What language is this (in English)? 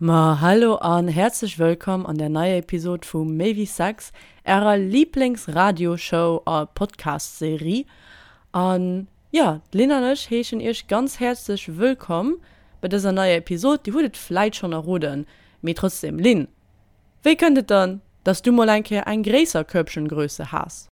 Luxembourgish